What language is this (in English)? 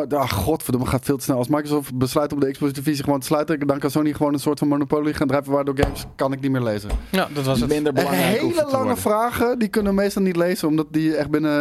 Dutch